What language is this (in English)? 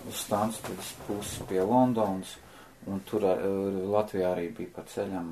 Latvian